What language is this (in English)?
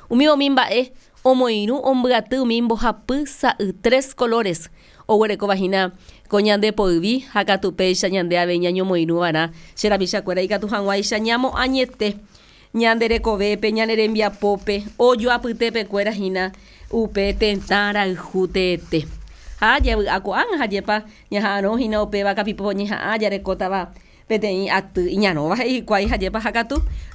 Guarani